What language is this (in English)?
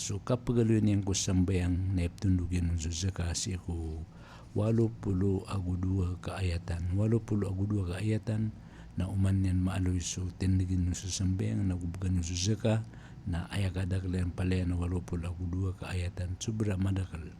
Maranao